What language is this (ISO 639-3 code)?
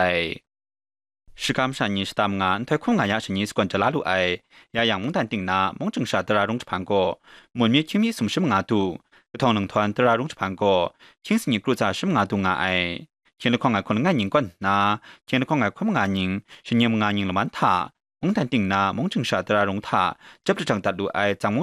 kac